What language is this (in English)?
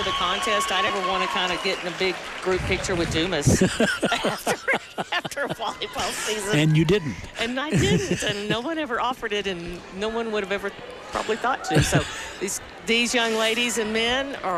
English